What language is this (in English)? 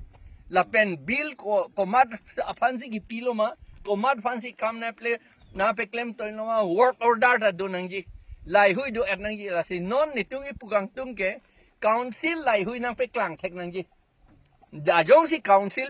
Karbi